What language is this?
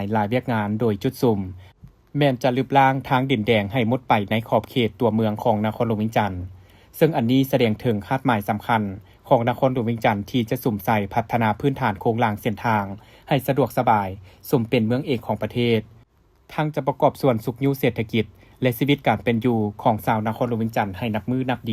Lao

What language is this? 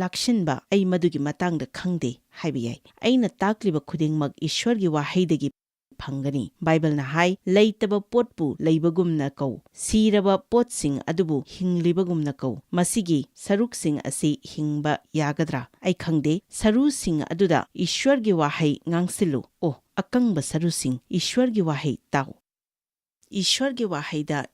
Manipuri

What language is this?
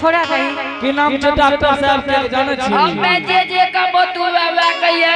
Angika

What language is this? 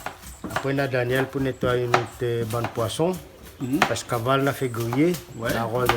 Réunion Creole French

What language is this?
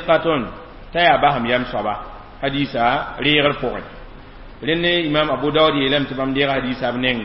Mossi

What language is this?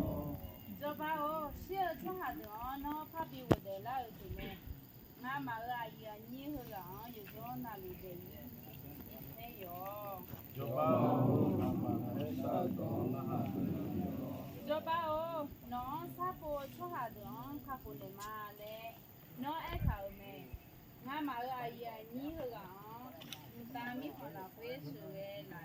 Akha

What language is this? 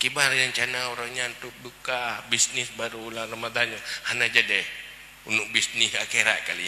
Achinese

